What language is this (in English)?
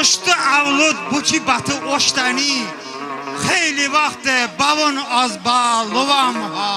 Talysh